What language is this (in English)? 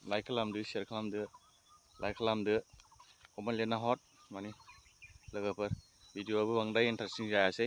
Bodo